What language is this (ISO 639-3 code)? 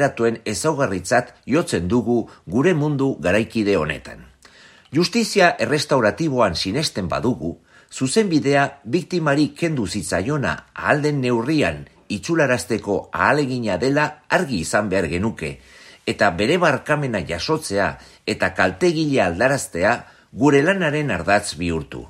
eus